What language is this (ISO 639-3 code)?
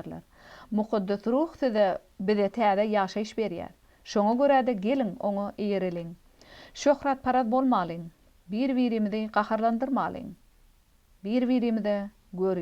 tuk